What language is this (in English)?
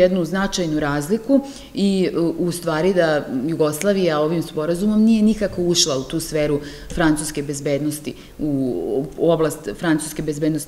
Serbian